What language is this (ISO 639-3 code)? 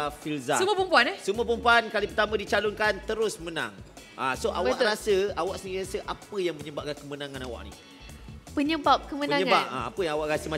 msa